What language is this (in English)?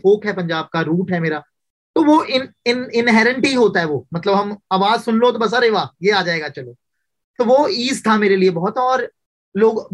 Hindi